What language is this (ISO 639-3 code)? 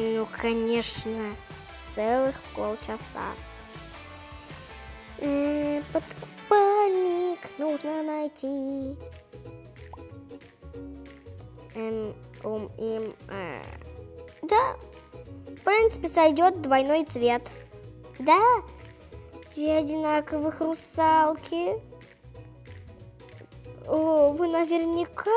rus